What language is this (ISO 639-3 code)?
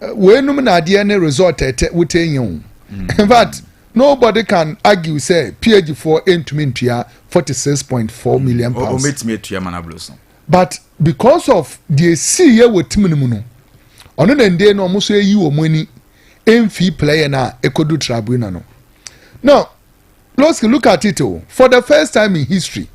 aka